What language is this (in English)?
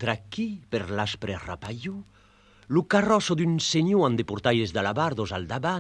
Occitan